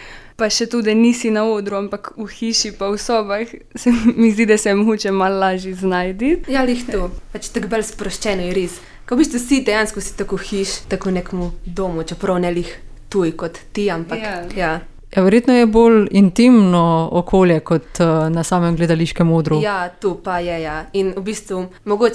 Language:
Slovenian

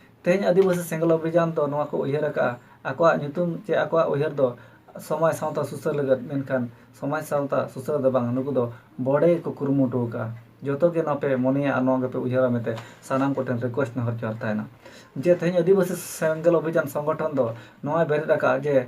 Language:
Santali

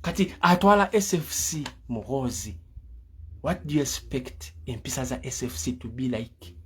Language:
Ganda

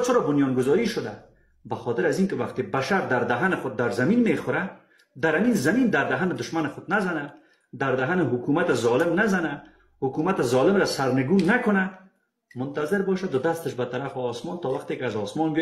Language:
Persian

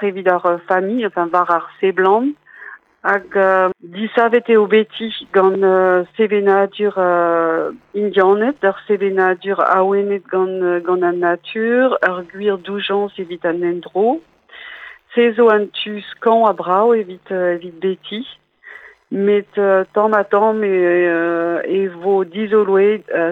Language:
Breton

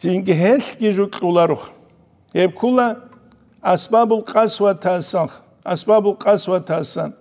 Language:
Avaric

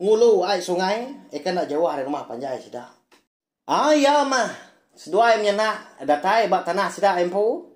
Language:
Iban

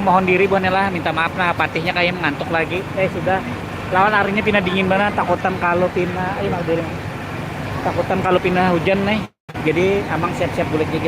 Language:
Banjar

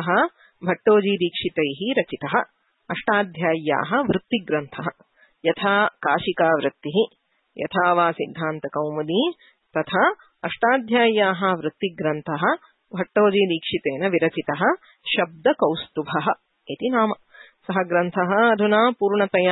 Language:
Sanskrit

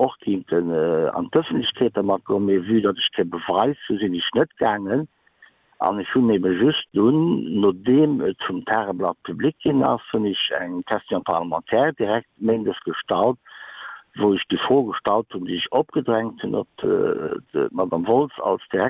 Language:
Luxembourgish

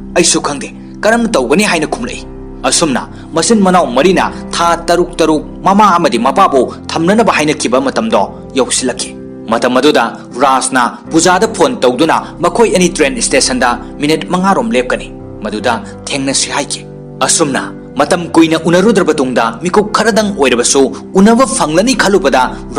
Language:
Manipuri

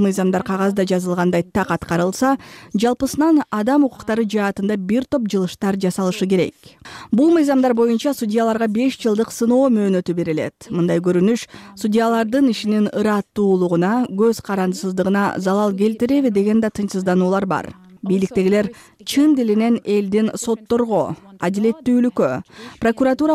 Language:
Kyrgyz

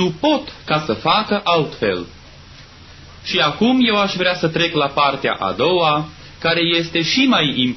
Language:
Romanian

